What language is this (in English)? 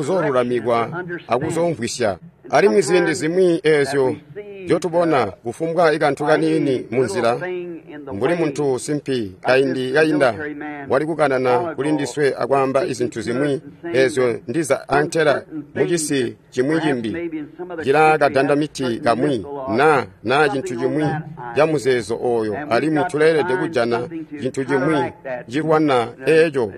Tonga (Zambia)